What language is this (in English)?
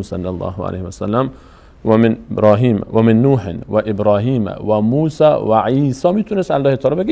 Persian